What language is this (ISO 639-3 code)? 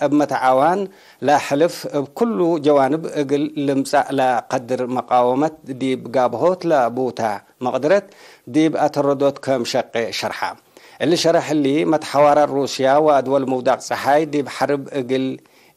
tig